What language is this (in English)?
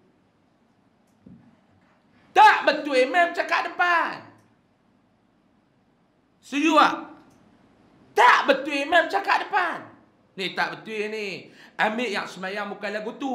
Malay